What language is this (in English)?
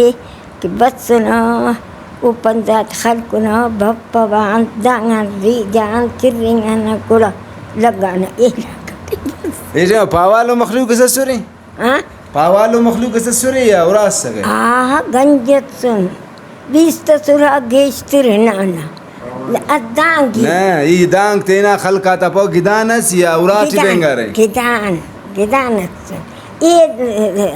Brahui